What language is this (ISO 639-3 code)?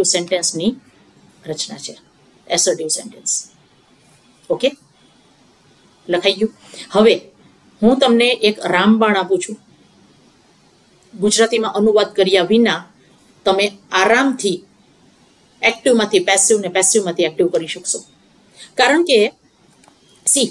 guj